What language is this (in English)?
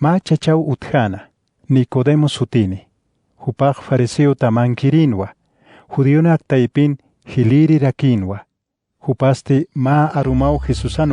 Aymara